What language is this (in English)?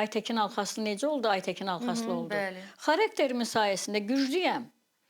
Azerbaijani